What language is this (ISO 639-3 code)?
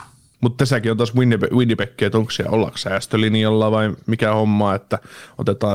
fin